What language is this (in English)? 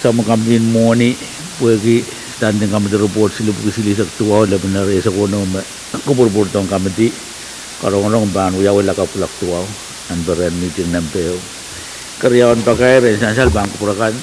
Pohnpeian